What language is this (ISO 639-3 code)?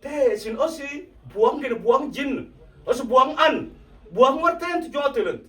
mfz